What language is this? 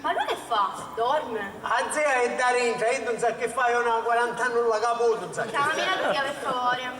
Sicilian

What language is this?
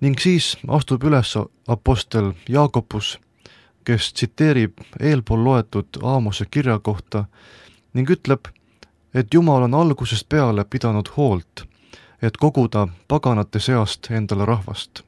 Estonian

